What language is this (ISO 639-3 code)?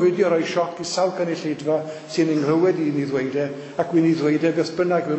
cym